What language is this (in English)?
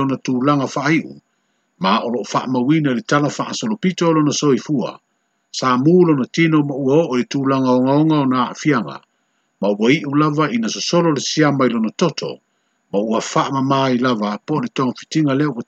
Samoan